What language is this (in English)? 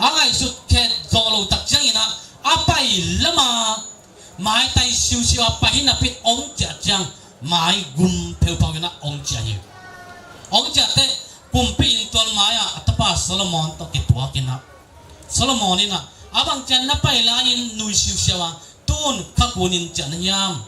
Tedim Chin